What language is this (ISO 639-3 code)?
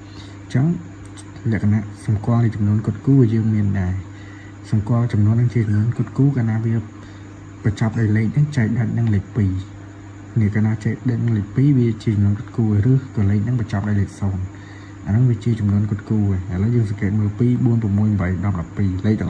khm